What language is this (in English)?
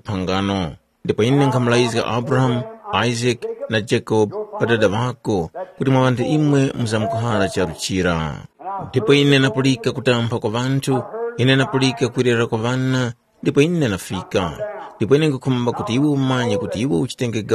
Tumbuka